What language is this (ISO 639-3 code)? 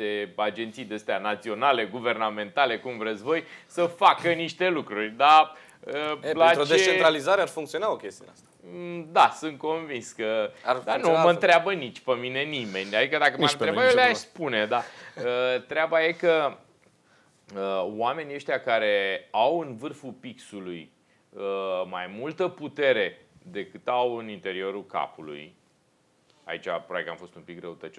ron